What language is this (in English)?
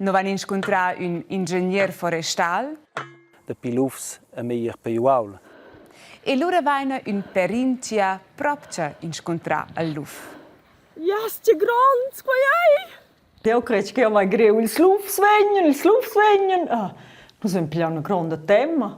Romansh